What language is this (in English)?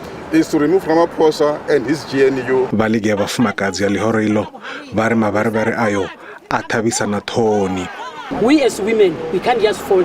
Venda